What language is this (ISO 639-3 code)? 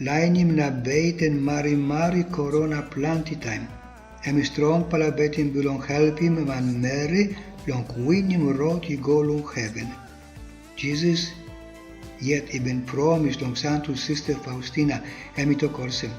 tpi